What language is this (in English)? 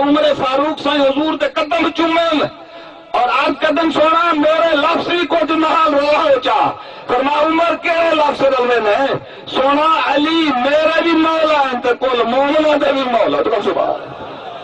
Saraiki